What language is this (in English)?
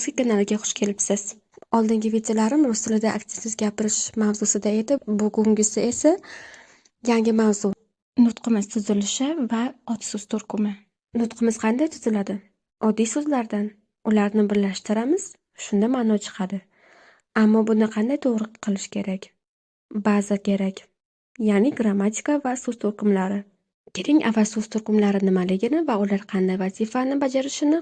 Uzbek